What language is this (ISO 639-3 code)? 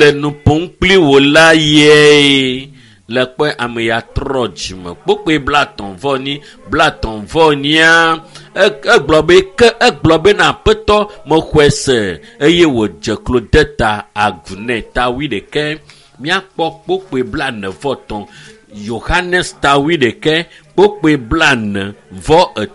ewe